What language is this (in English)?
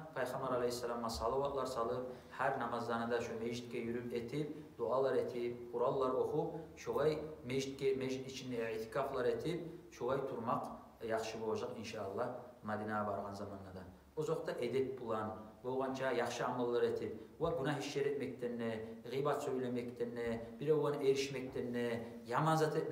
Kumyk